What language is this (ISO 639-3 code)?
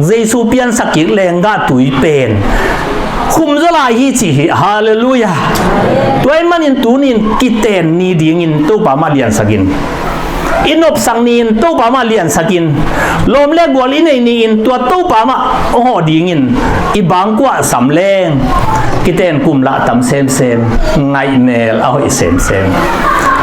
ctd